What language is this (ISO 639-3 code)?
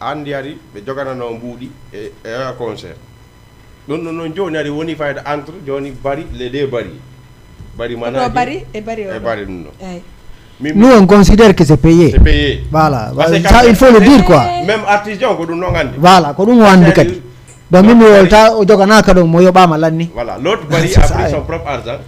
ful